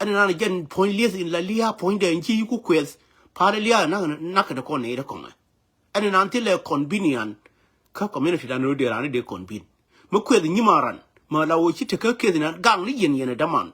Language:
Nuer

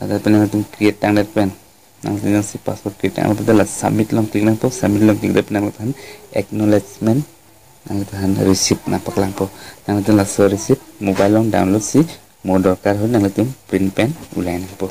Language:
Karbi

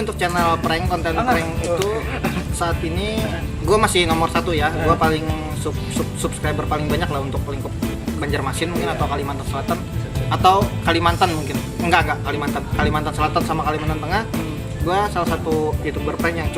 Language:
Banjar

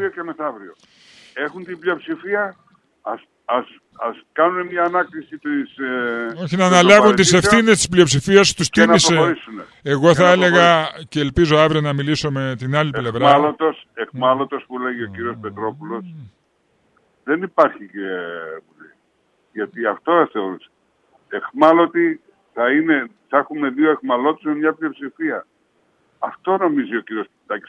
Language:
Greek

